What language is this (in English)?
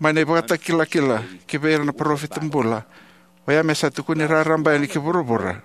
Fijian